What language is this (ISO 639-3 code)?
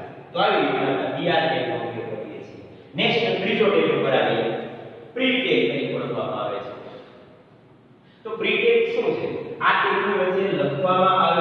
guj